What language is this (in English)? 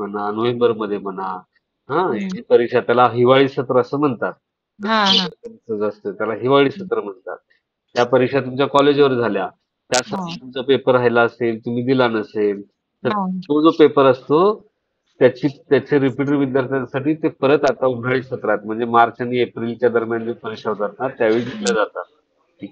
Marathi